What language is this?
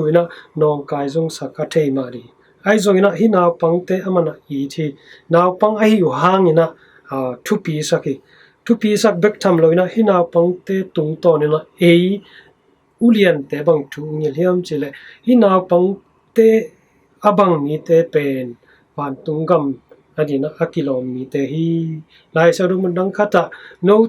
Tedim Chin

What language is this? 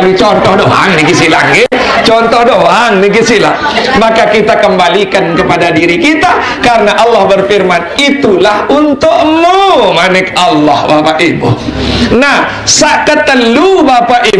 Sasak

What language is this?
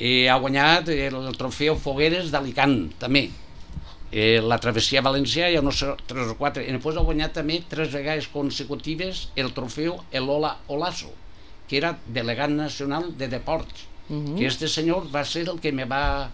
Catalan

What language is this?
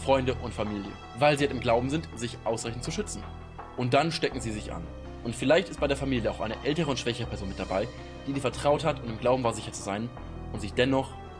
Swiss German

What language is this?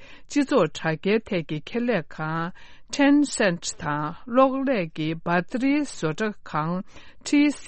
Tibetan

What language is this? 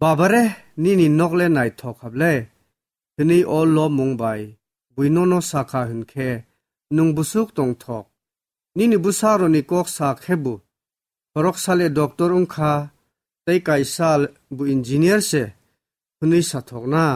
Kok Borok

